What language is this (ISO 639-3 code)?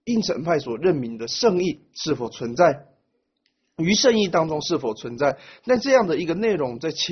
zho